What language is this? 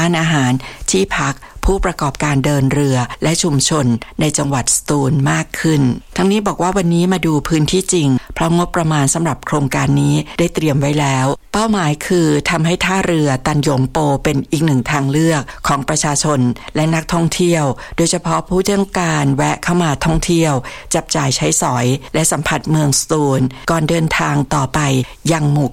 Thai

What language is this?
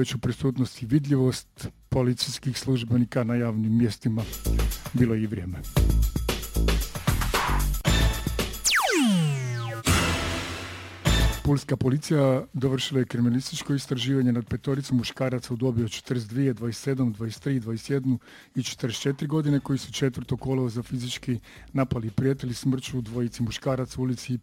Croatian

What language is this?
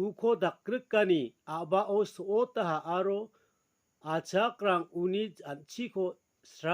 Garo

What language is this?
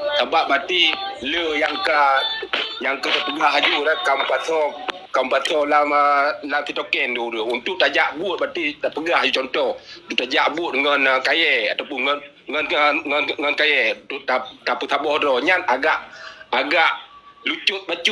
Achinese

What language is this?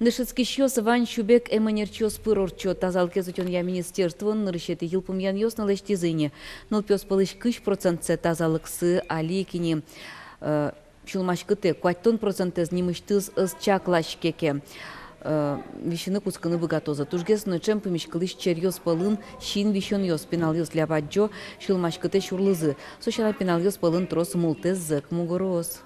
Udmurt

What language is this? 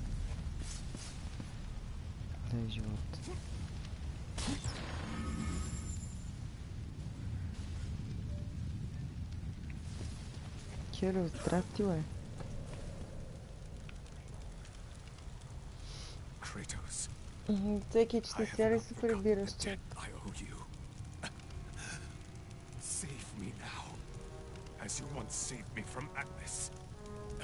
Bulgarian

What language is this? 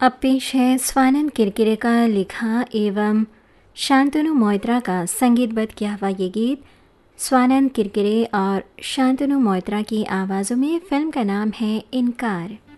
Hindi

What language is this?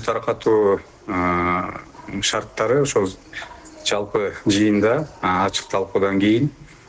Kyrgyz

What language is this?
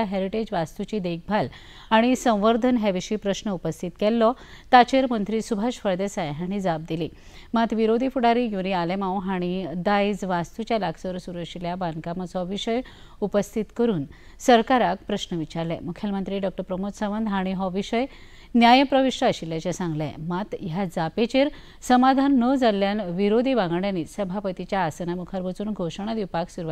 Konkani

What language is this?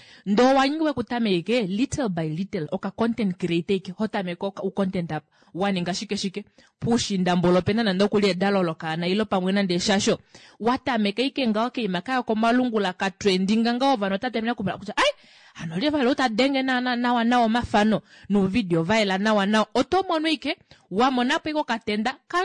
Kuanyama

